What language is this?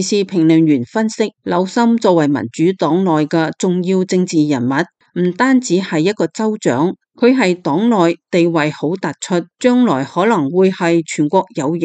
Cantonese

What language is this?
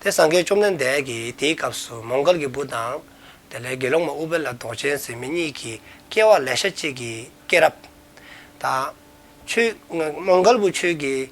Dzongkha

